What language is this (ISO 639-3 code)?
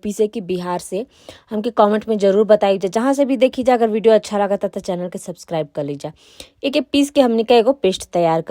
bho